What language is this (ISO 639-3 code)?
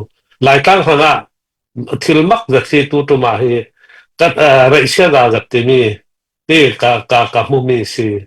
cfm